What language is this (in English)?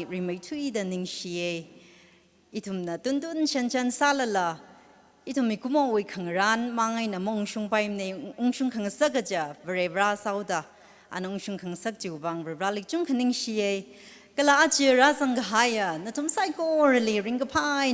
Tangkhul Naga (India)